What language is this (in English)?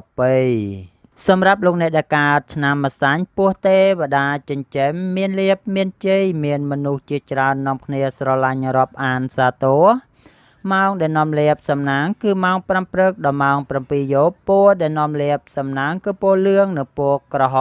Khmer